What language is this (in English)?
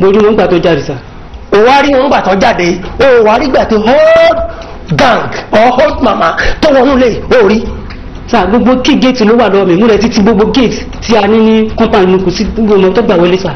Yoruba